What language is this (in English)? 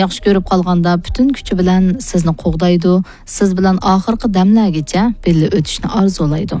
Uyghur